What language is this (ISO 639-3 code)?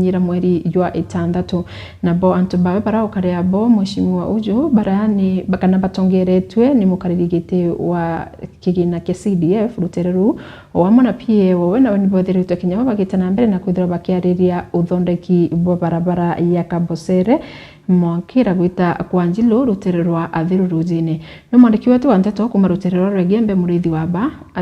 mer